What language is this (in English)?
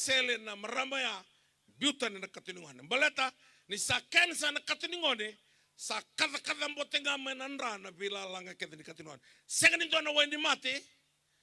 Fijian